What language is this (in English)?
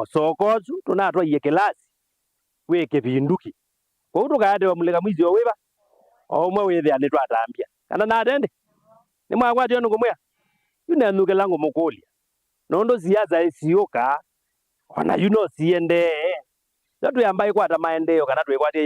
Kamba